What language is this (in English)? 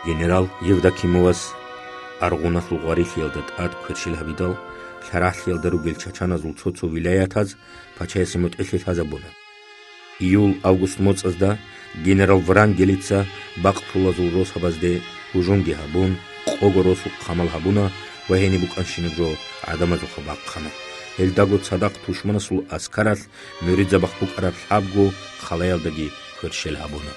Avaric